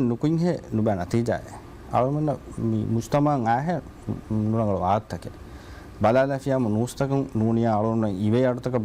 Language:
Divehi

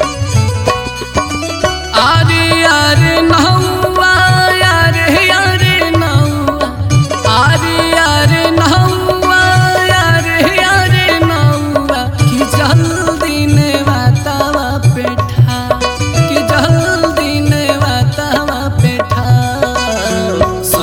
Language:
Bhojpuri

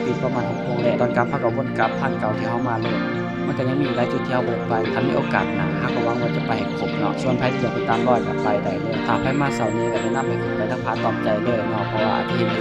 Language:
Lao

